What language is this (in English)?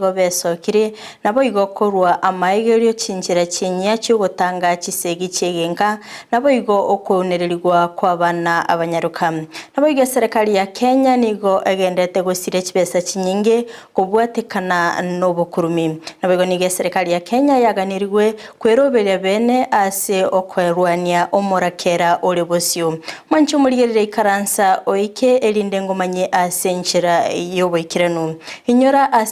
Gusii